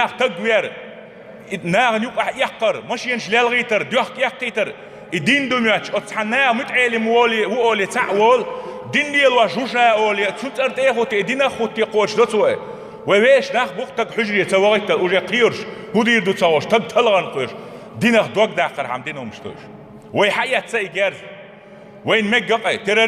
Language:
Chechen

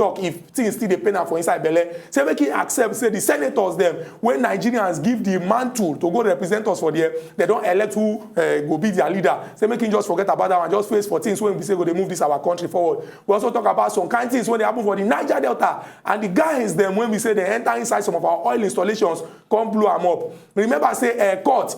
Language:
Nigerian Pidgin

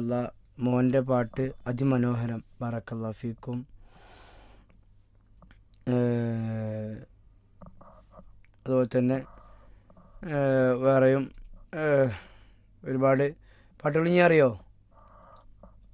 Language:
Malayalam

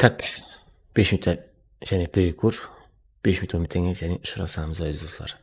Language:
Kara-Kalpak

